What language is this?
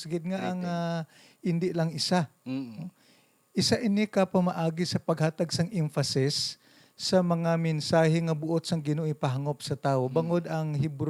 Hiligaynon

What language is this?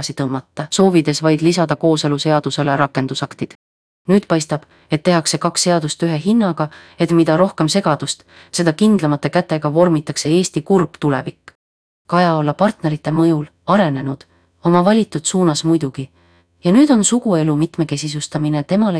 Estonian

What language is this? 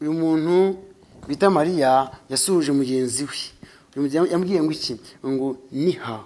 Kinyarwanda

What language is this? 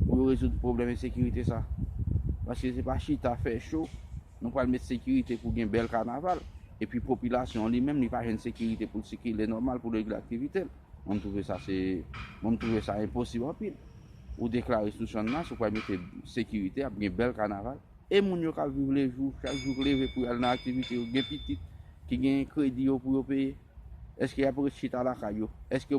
Haitian Creole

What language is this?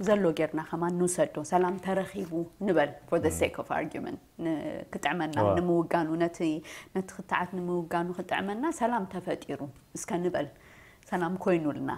Tigrinya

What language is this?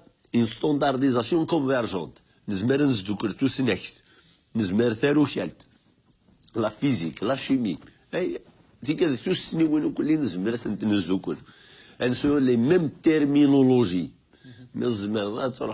Kabyle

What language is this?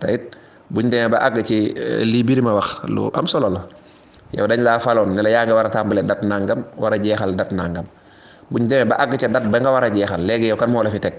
Wolof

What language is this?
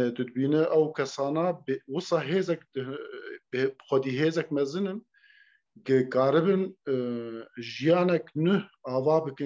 Kurdish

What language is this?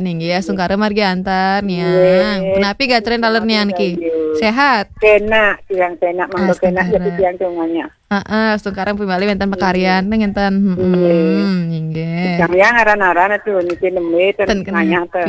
Balinese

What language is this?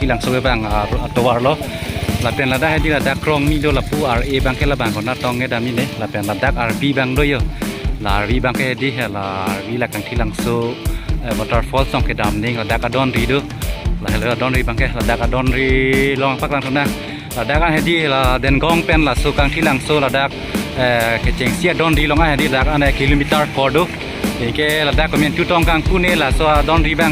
Karbi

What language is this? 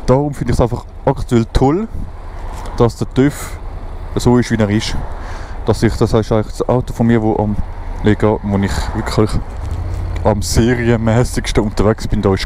Swiss German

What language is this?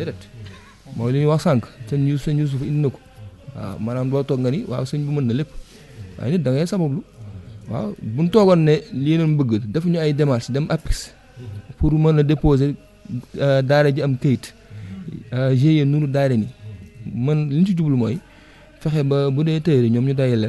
Wolof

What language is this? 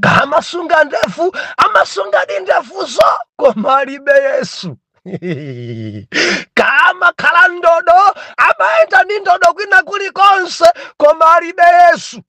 Nyanja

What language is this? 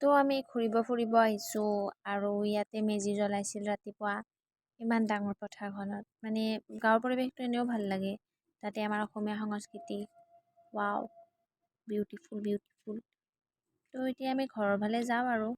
Assamese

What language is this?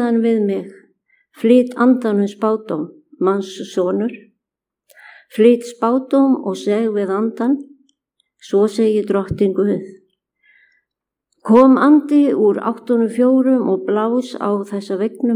Icelandic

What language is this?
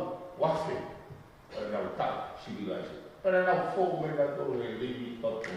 Tongan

